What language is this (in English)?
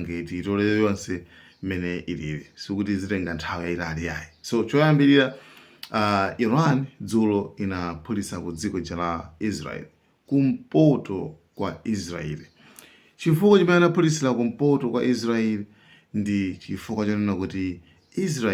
Nyanja